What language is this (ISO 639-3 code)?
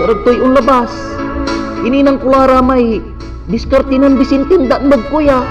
pag